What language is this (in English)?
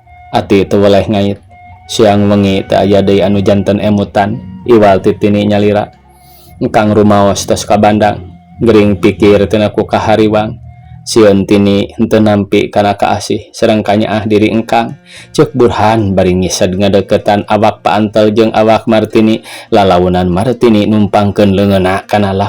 Sundanese